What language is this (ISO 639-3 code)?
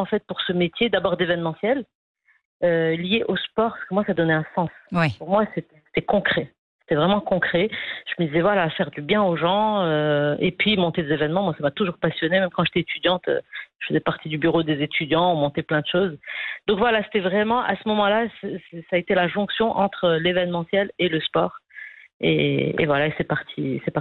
fra